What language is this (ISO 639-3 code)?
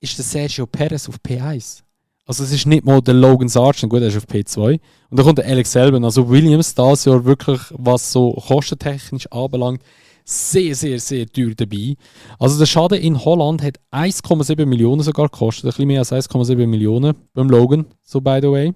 gsw